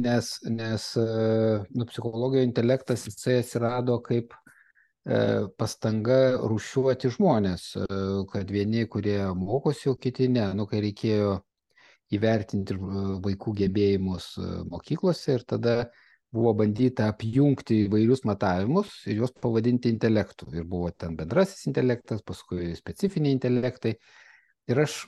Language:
Lithuanian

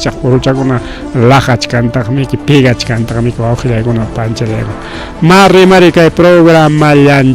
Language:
Ayacucho Quechua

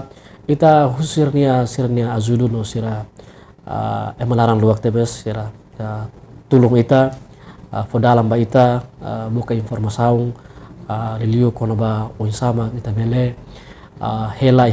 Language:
Tetum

